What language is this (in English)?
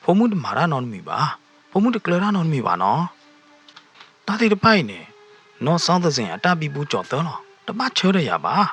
S'gaw Karen